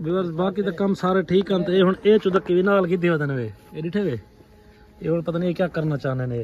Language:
Saraiki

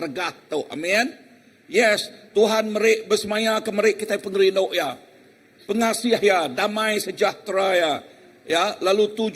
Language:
Iban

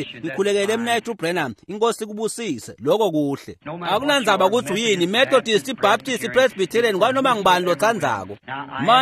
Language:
Swati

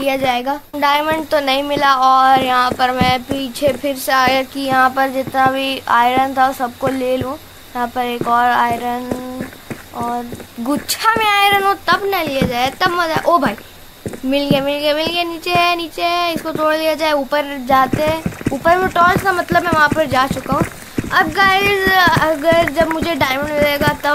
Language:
Hindi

